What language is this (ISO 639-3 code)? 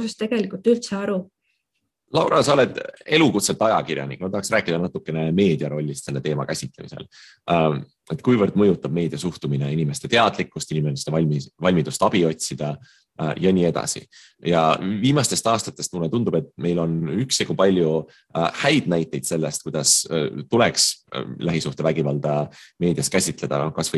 est